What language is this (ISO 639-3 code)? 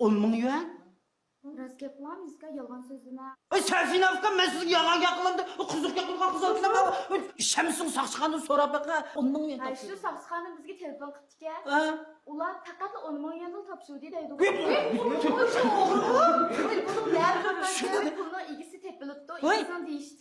uig